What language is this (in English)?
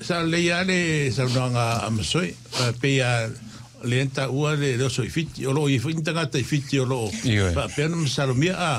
Samoan